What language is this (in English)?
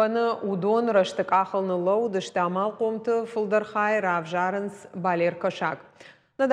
Ossetic